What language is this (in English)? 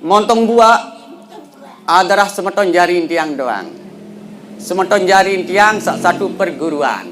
Sasak